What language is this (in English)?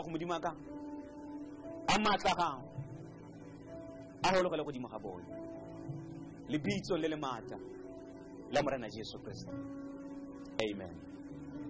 Tswana